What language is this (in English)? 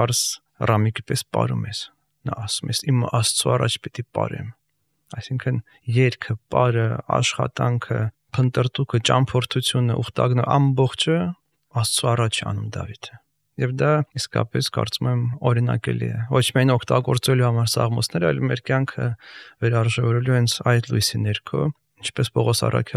Armenian